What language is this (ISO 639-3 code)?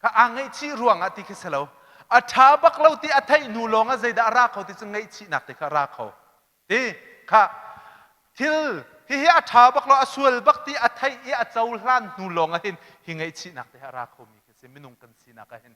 cnh